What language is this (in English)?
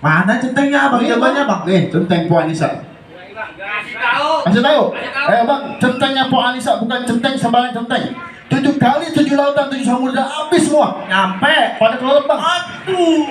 Betawi